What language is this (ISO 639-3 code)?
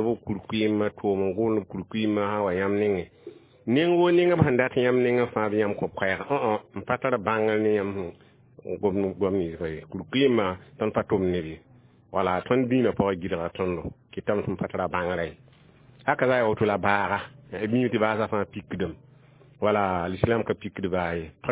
mos